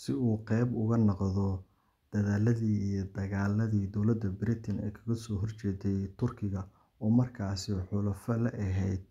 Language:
Somali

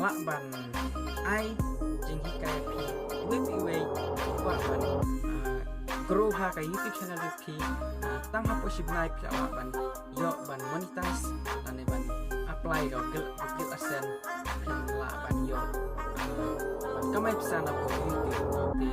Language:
Khasi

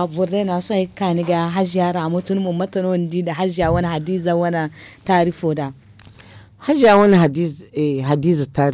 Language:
Zarma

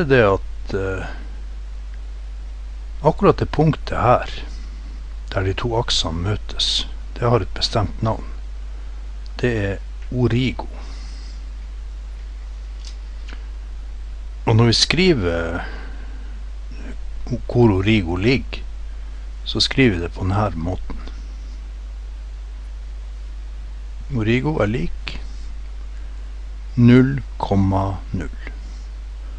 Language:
Norwegian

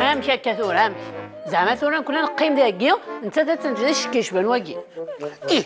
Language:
Kabyle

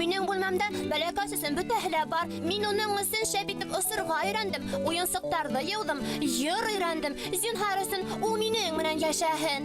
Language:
Bashkir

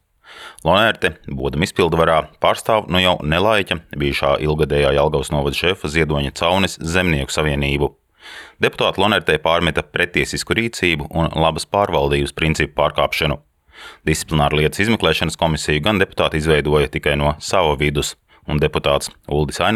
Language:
Latvian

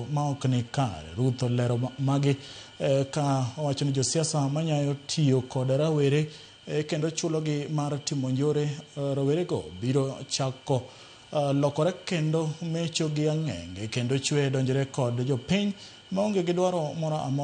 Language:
Luo (Kenya and Tanzania)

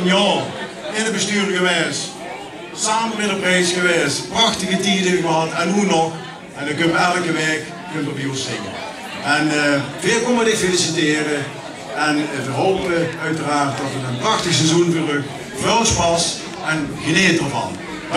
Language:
Limburgish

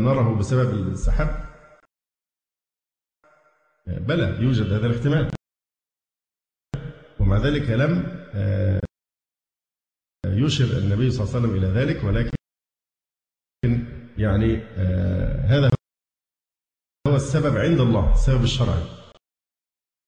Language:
Arabic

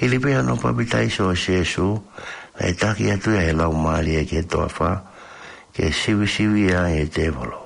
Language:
Tongan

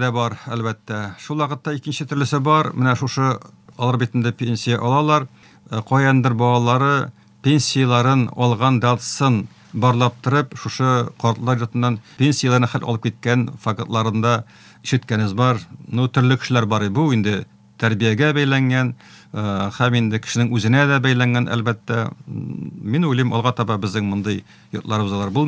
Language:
Tatar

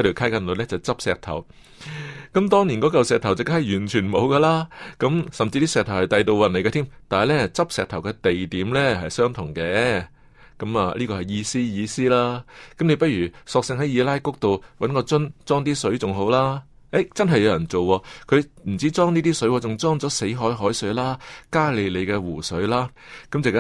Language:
Cantonese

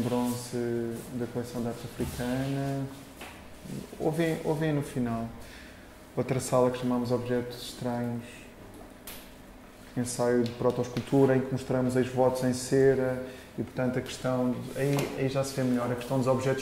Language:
Portuguese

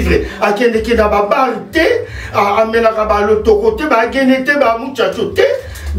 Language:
Lingala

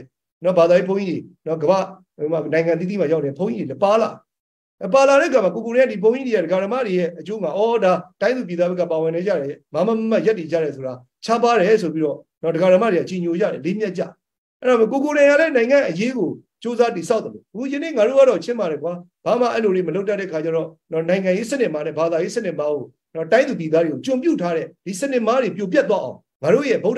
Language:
Burmese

